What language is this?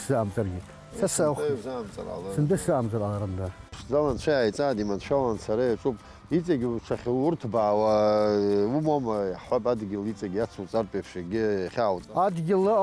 Abkhazian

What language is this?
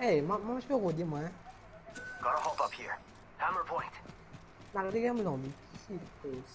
Morisyen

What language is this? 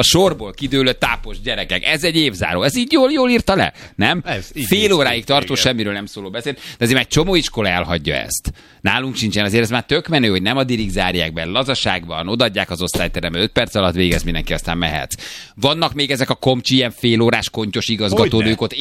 Hungarian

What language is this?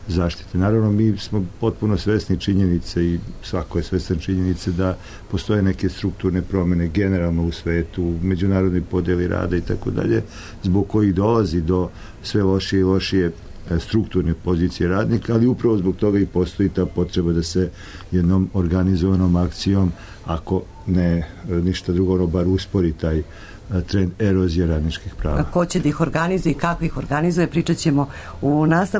Serbian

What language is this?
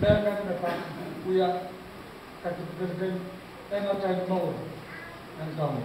Pohnpeian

